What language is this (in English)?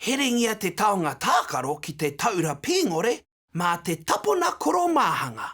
Māori